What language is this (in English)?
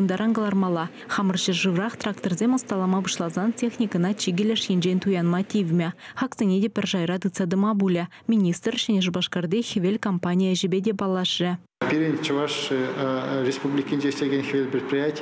Chuvash